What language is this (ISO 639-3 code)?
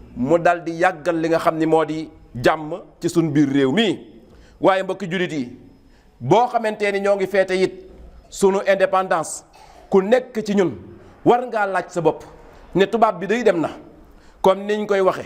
wol